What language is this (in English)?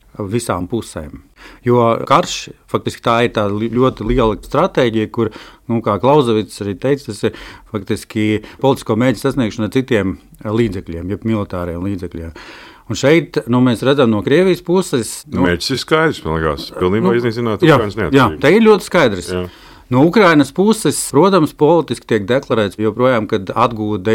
Latvian